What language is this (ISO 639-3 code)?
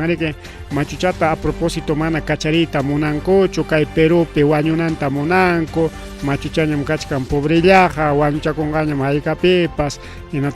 quy